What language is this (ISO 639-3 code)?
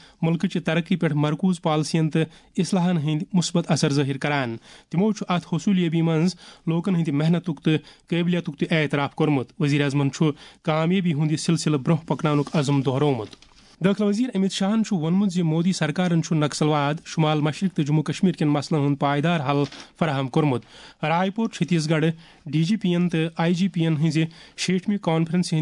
kas